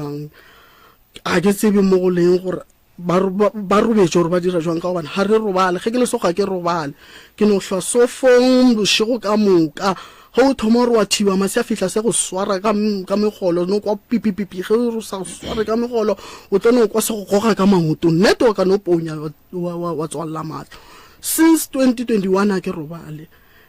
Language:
Northern Sotho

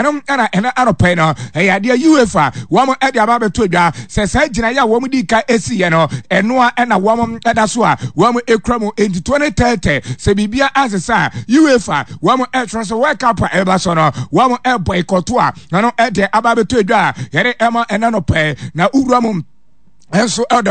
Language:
Akan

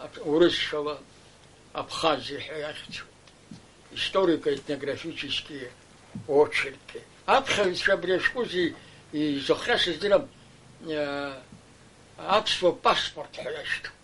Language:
Abkhazian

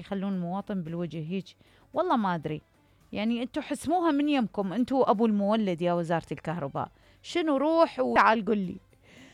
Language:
Mesopotamian Arabic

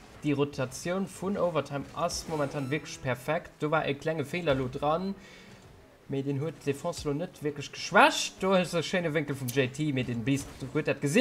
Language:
Luxembourgish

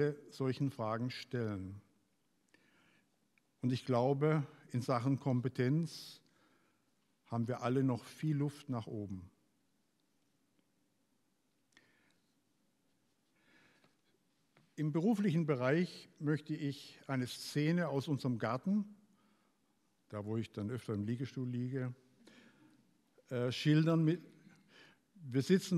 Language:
German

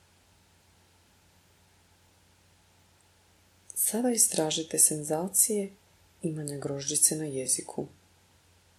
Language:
Croatian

